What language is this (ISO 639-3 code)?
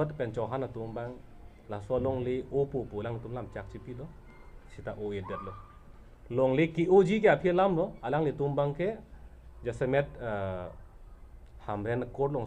mjw